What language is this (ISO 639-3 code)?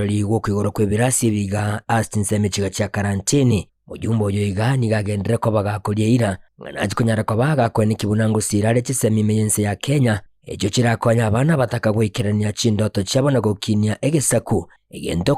guz